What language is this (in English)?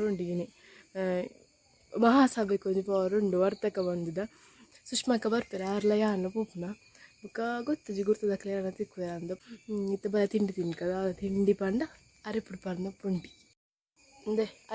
Tulu